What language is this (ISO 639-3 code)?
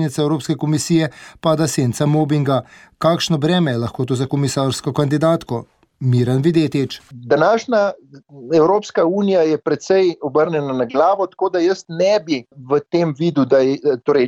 slv